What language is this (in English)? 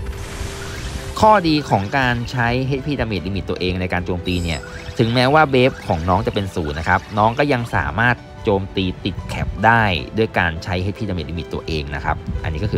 Thai